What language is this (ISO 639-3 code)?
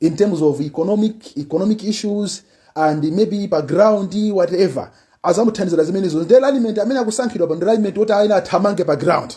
nya